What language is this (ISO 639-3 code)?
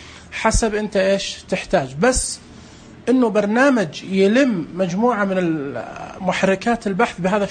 ars